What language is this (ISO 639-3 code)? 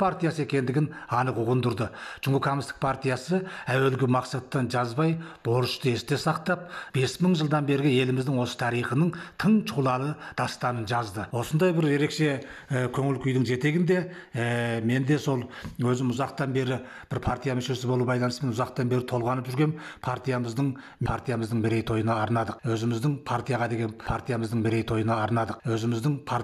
kaz